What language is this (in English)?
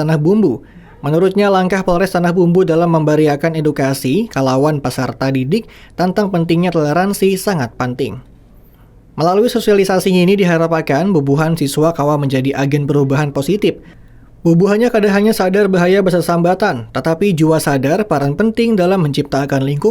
Banjar